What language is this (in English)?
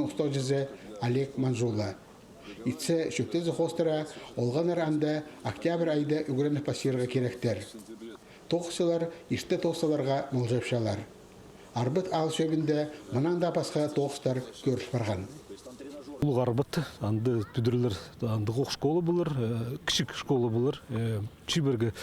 Khakas